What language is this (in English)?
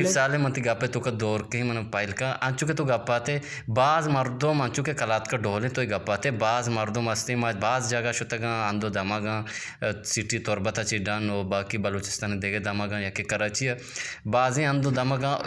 Eastern Balochi